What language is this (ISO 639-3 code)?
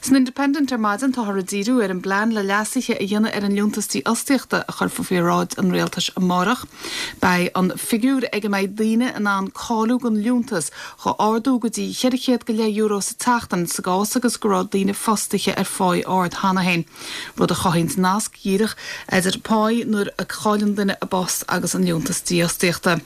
gle